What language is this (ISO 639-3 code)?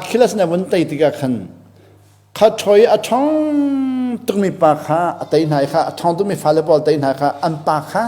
cnh